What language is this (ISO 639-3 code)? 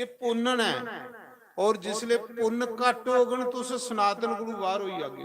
doi